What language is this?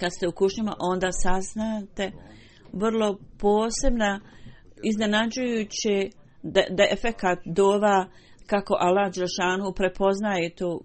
Bosnian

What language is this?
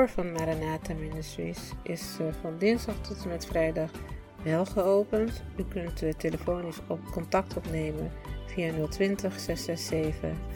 Dutch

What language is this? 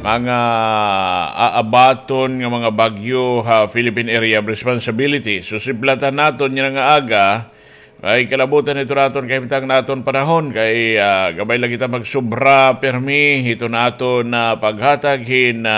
Waray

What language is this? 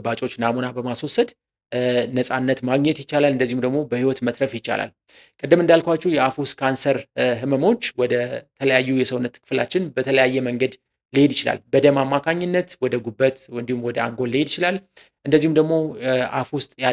Amharic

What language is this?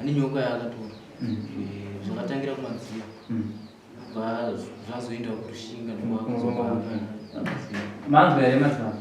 Shona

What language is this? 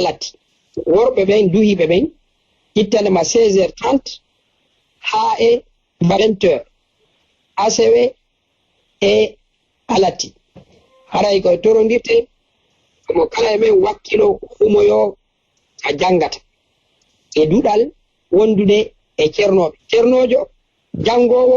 Fula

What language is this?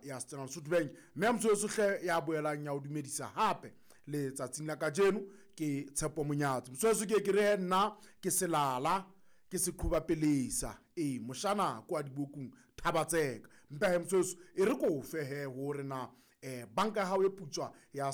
Southern Sotho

